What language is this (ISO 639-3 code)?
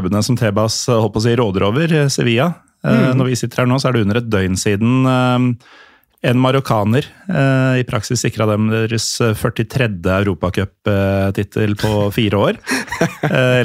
nor